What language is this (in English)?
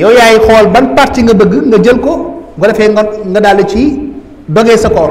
Wolof